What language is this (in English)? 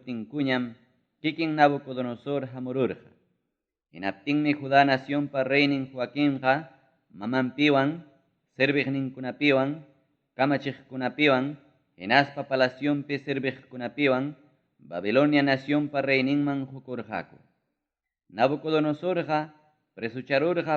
Ayacucho Quechua